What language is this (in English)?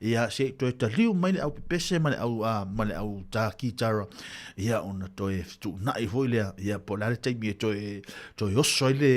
Samoan